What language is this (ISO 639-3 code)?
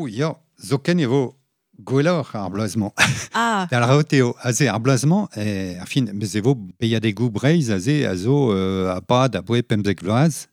bre